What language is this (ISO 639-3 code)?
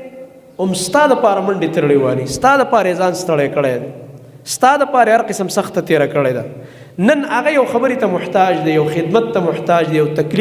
pus